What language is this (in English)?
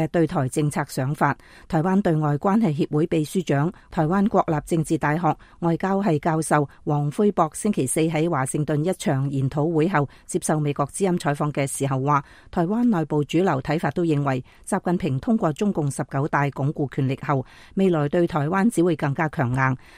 Cantonese